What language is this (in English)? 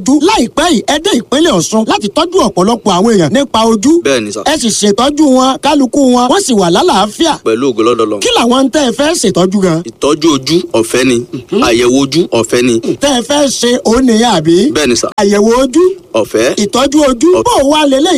Yoruba